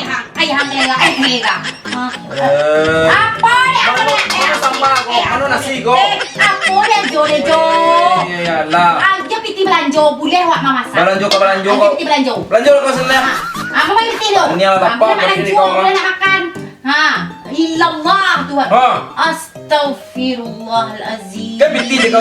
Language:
Minangkabau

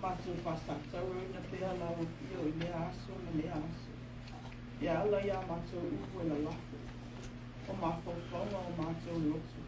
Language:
Samoan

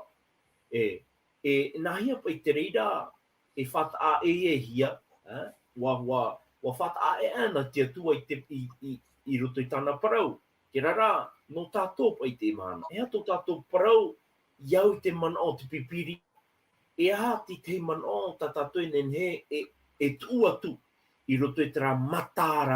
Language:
Tahitian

